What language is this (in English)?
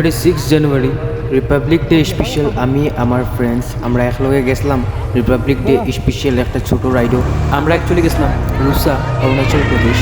Sylheti